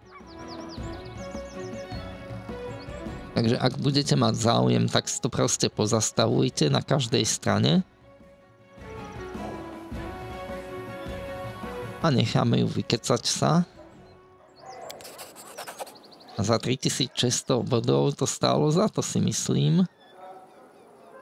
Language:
Slovak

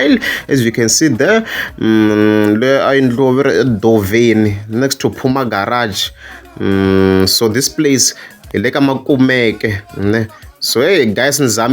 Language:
Tsonga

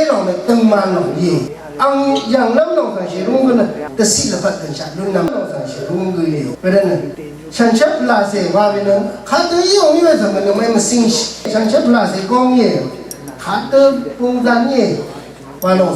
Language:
Rawang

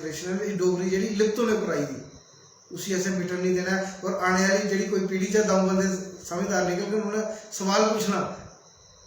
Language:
Dogri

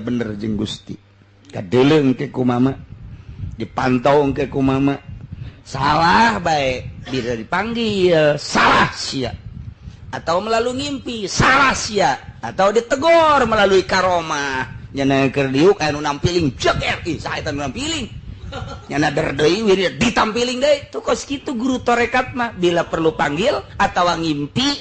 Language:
Sundanese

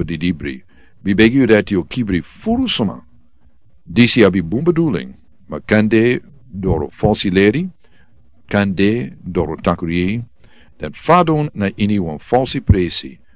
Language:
Sranan Tongo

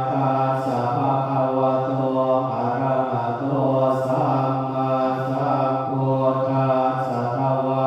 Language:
Pali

